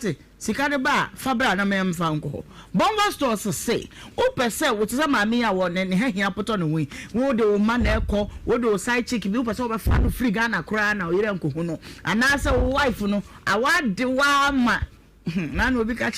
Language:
Akan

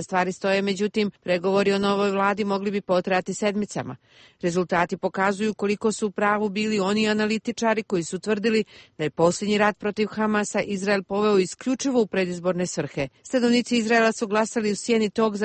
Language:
Serbian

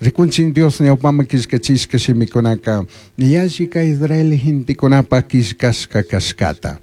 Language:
Chimborazo Highland Quichua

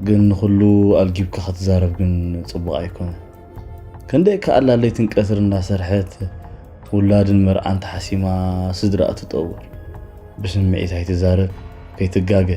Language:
Tigrinya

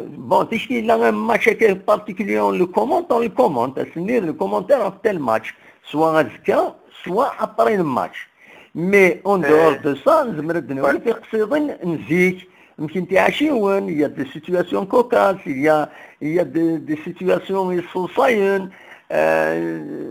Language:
Kabyle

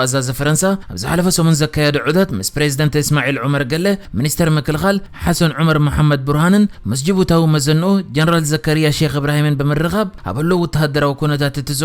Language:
Tigrinya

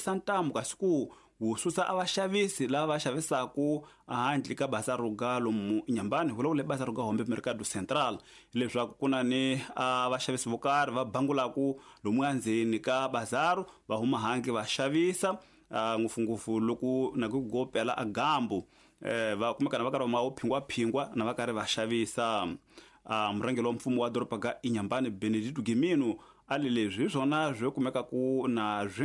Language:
Tsonga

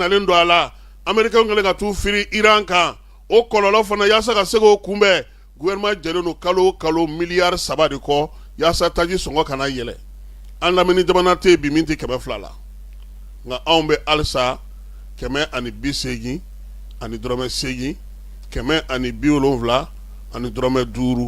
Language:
Bambara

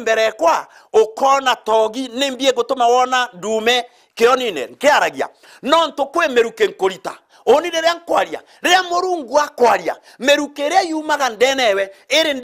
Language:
Meru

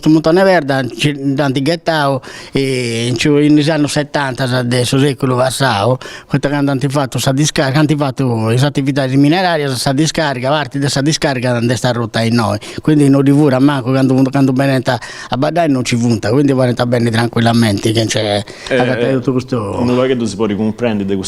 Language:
Sardinian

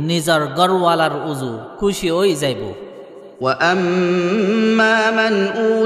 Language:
Rohingya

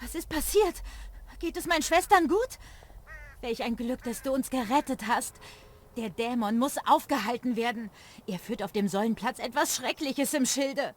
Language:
Bavarian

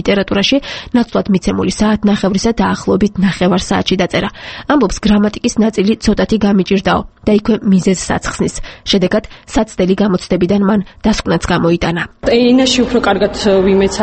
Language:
Georgian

